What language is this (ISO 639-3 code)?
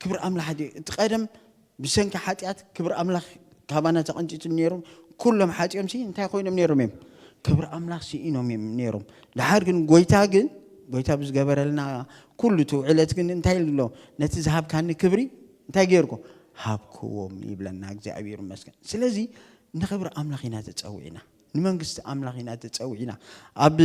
tir